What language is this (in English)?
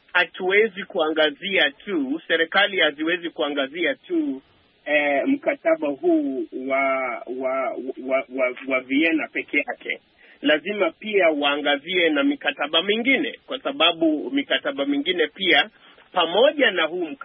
Swahili